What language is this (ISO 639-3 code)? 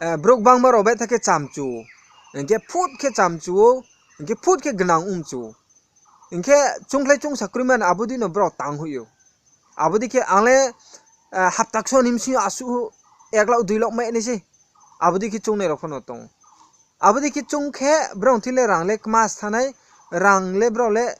ria